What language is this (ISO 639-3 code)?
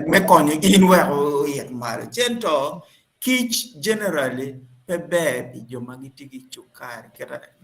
ach